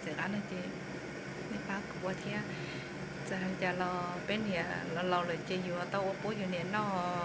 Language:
Hmong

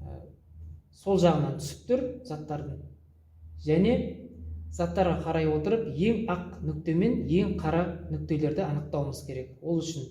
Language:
Kazakh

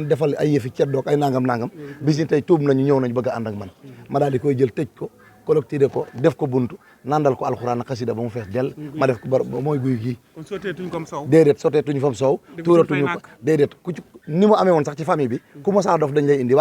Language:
Wolof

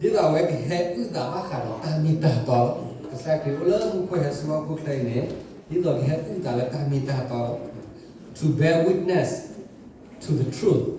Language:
S'gaw Karen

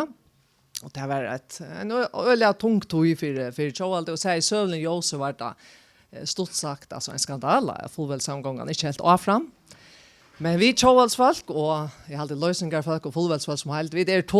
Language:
Faroese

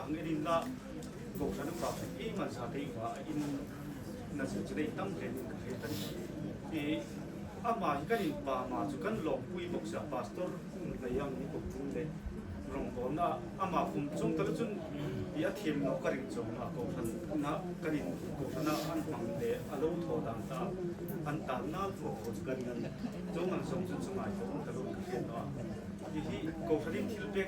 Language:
Hmar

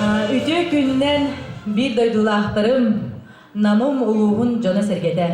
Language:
Yakut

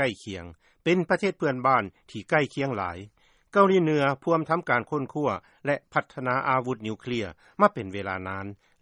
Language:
Lao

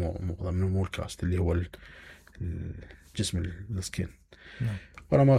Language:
Mesopotamian Arabic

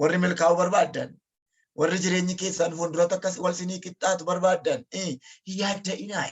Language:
Oromo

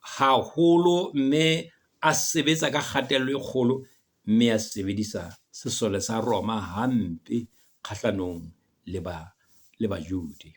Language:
Southern Sotho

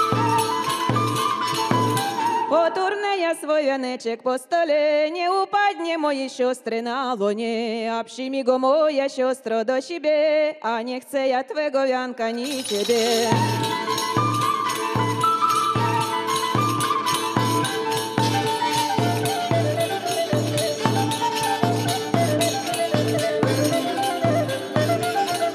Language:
Ukrainian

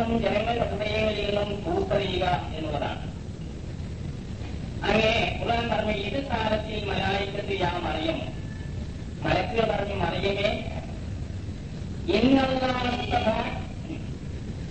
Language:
Malayalam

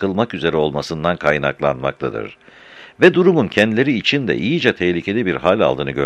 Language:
Turkish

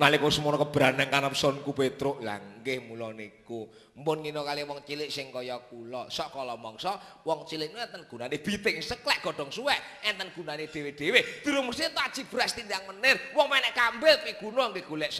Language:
Javanese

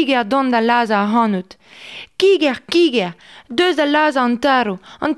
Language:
Breton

